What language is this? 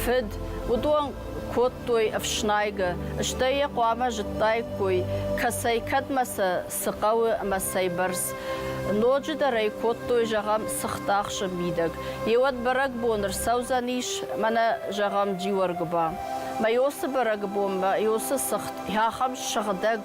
Ossetic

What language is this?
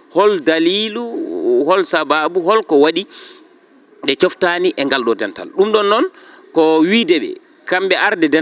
Fula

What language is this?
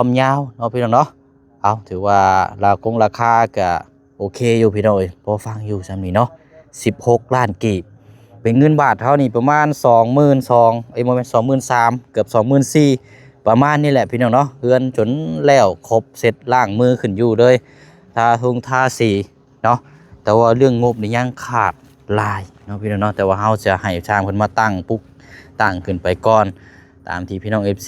Lao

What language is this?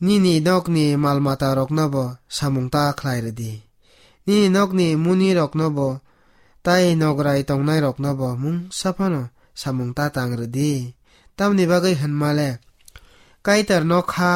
Kok Borok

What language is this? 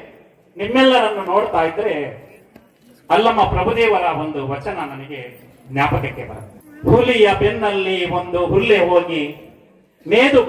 Kannada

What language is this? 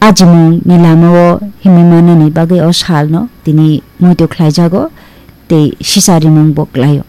Kok Borok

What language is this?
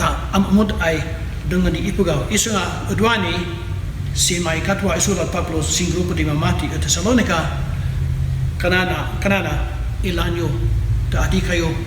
Kankanaey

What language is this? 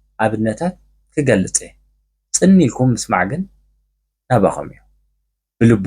Tigrinya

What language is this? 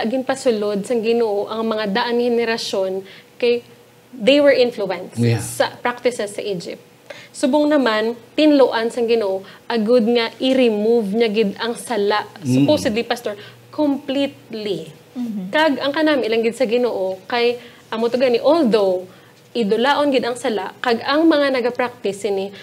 Hiligaynon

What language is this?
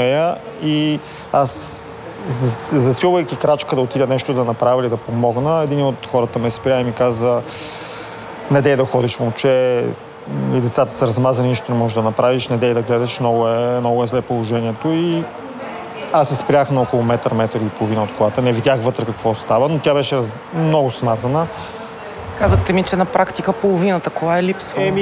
Bulgarian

